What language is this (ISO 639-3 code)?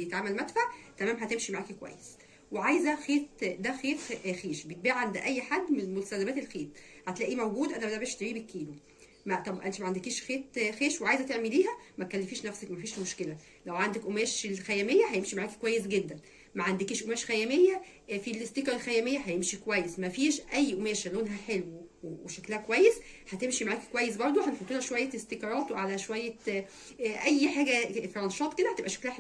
arz